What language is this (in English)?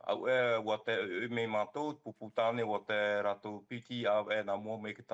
Tahitian